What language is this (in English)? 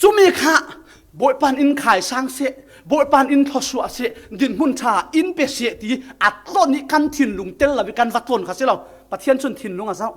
Falam Chin